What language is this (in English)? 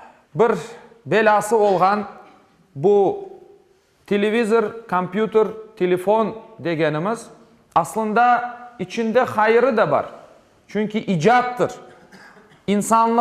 Crimean Tatar